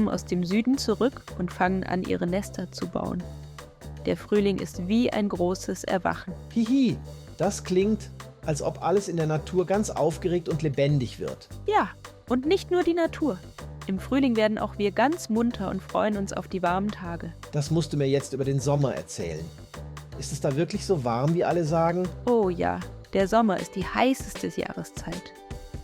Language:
Swiss German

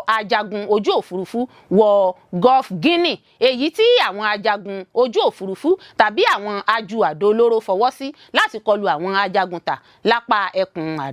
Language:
Yoruba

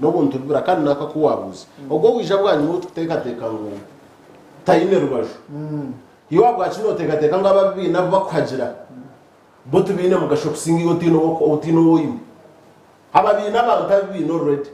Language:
Nyankole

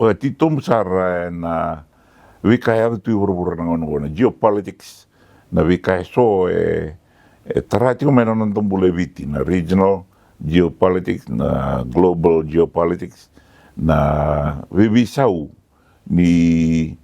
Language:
Fijian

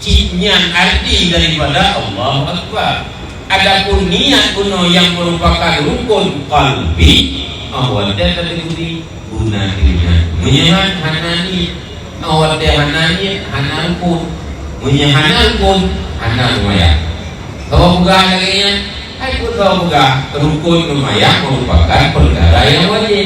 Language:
Achinese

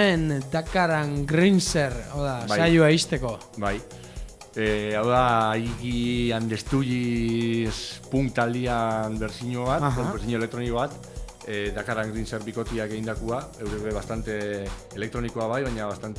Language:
Basque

